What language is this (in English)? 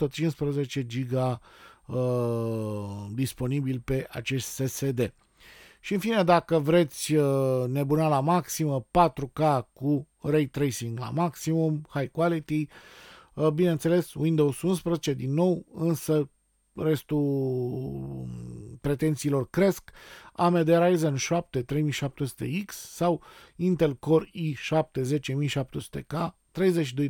Romanian